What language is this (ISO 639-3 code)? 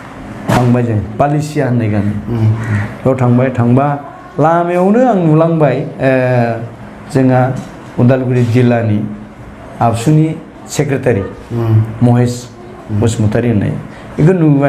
brx